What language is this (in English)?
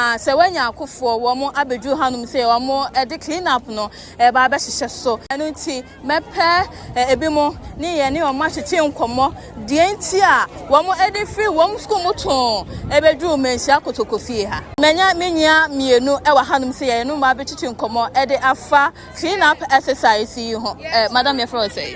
Akan